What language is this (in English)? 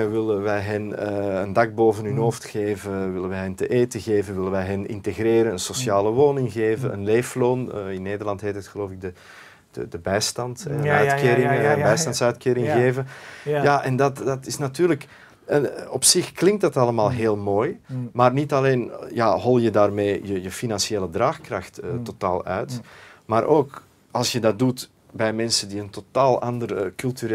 Dutch